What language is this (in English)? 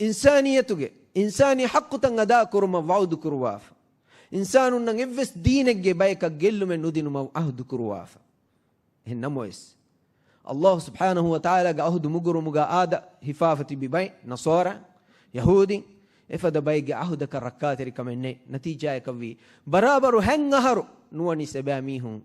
Divehi